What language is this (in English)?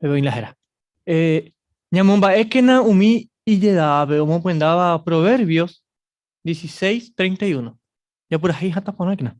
Guarani